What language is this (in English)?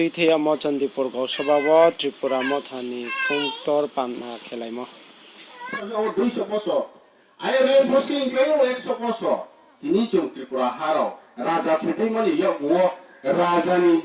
Riang (India)